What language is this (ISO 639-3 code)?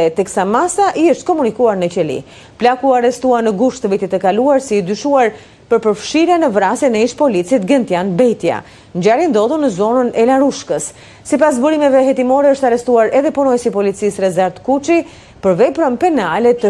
sqi